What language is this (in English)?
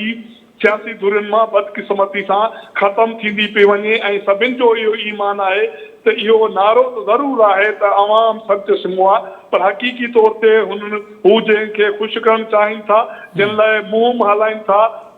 Sindhi